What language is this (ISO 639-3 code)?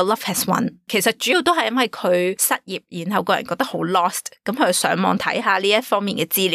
yue